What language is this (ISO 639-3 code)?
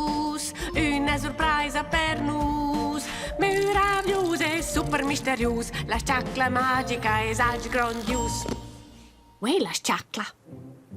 roh